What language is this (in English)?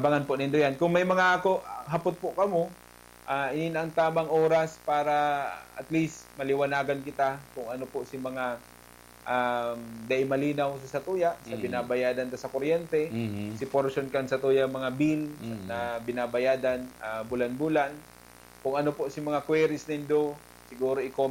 Bikol